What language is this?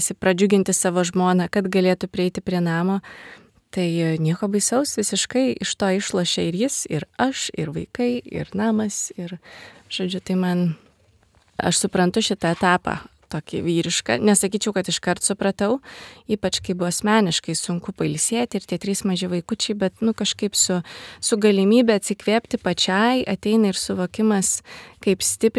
Lithuanian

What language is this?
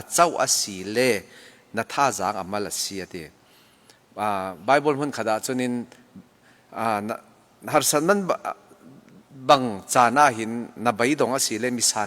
Falam Chin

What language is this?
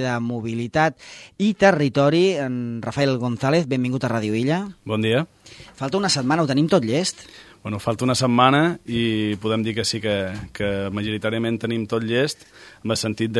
Catalan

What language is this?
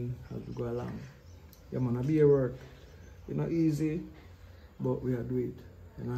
Jamaican Creole English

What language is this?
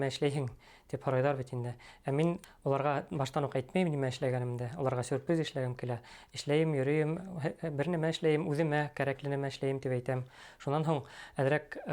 Bashkir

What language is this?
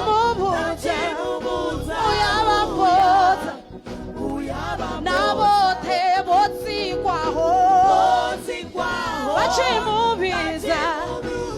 Venda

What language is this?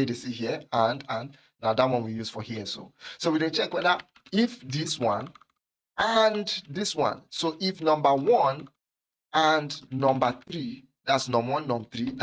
Nigerian Pidgin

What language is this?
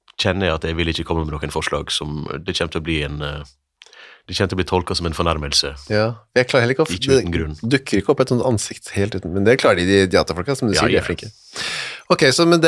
Norwegian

